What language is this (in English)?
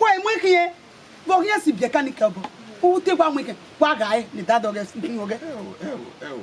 Bini